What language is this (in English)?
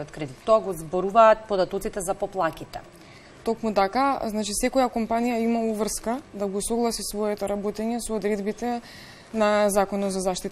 Macedonian